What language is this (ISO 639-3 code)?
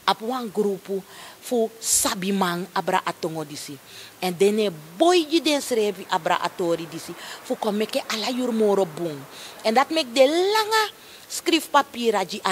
srn